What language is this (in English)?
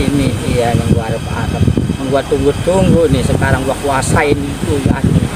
Betawi